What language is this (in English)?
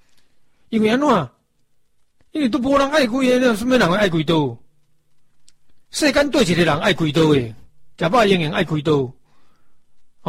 Min Nan Chinese